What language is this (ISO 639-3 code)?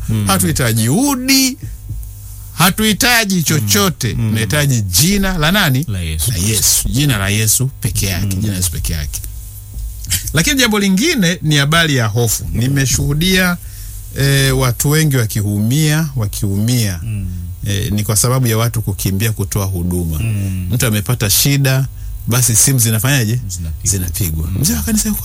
swa